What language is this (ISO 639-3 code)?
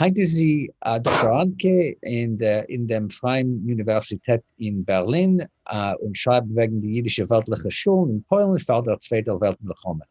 yid